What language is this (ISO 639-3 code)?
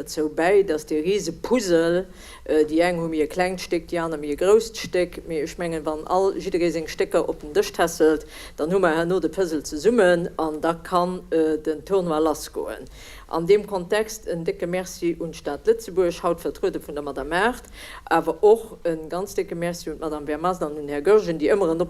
ltz